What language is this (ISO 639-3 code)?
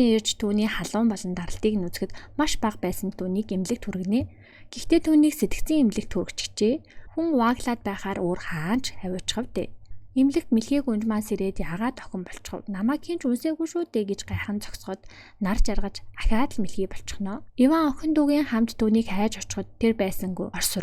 mon